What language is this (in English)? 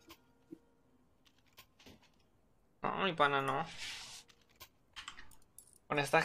Spanish